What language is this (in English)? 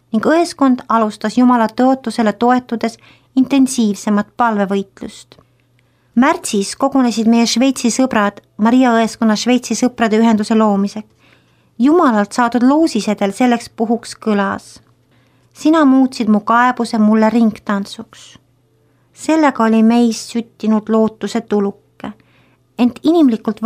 Estonian